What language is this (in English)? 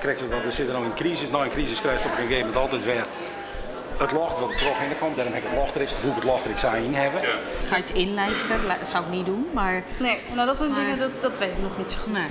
Western Frisian